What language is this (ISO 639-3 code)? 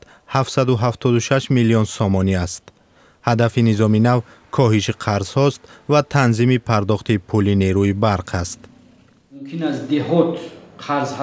tgk